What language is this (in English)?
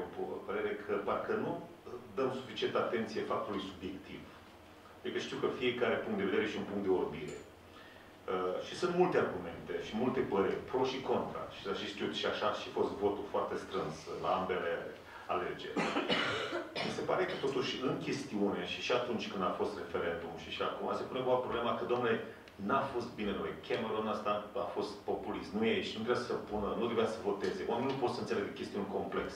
Romanian